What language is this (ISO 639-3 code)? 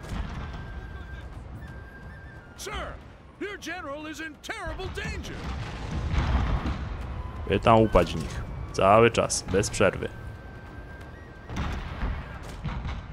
pol